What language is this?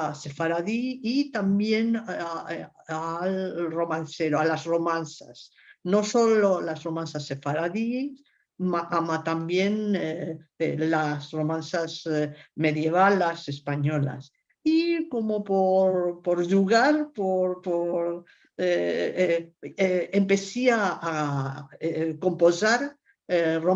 Ladino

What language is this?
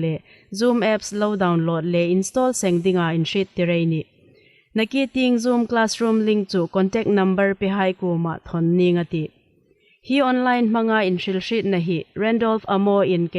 Hmar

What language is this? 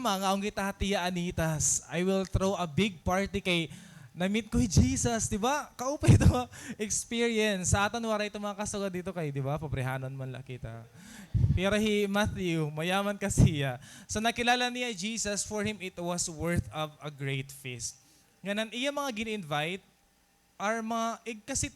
Waray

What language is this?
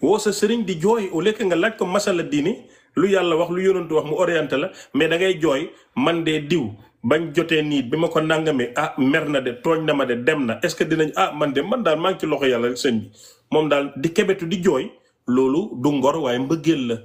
Wolof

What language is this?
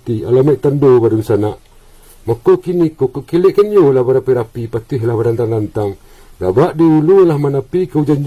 Minangkabau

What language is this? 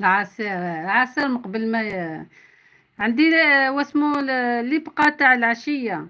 Algerian Arabic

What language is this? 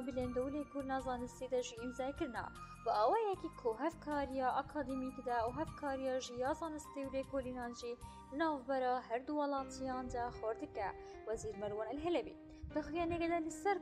Kurdish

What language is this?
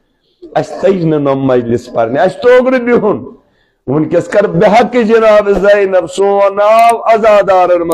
Kashmiri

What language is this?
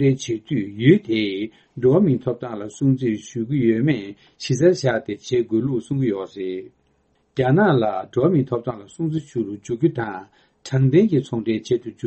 Tibetan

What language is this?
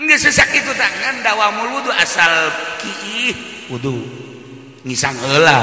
Sundanese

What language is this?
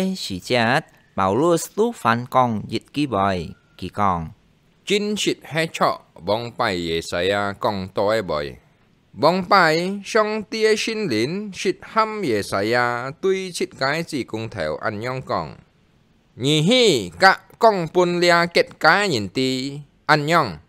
Hakka Chinese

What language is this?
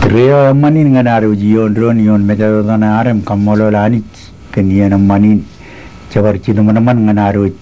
Marshallese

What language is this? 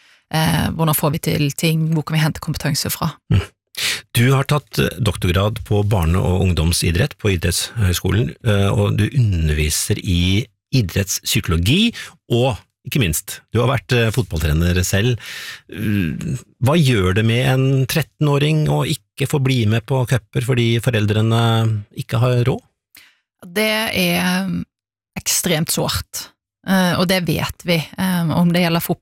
Norwegian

